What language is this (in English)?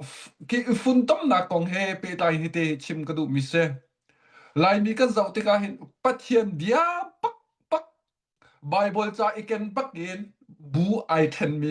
Hakha Chin